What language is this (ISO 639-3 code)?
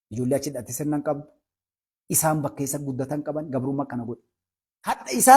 orm